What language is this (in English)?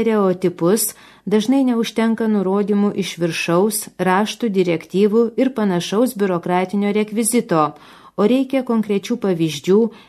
Lithuanian